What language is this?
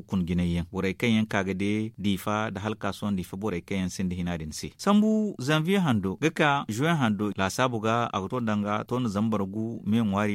Zarma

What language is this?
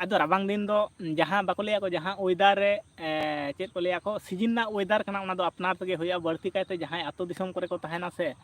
Santali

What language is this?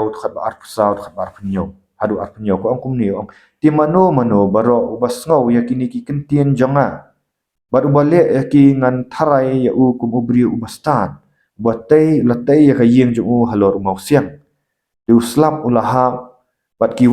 Khasi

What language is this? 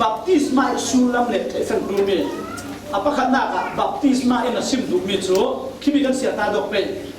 Falam Chin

